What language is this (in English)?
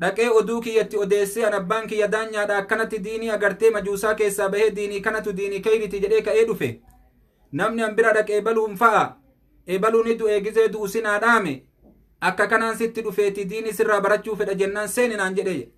Oromo